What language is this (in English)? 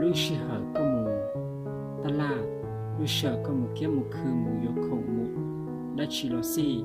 Hmong